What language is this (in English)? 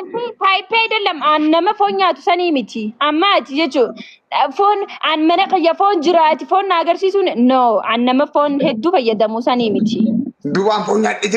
Oromo